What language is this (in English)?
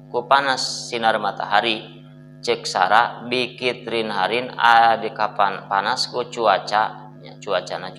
Sundanese